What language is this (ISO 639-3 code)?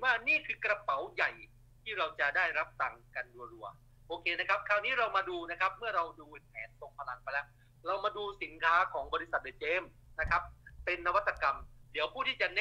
tha